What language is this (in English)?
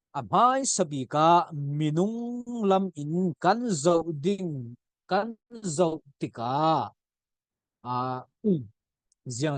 Falam Chin